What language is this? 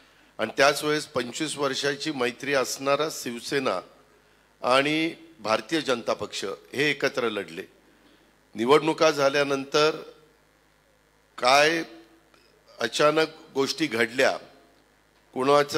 Marathi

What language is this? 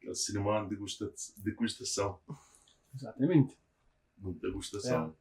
Kabuverdianu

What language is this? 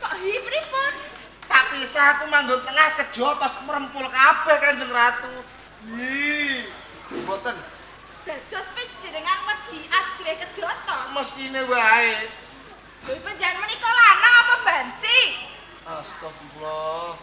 Javanese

